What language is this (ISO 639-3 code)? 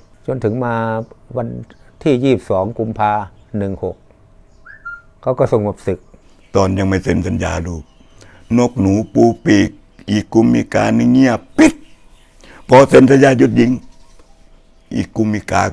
tha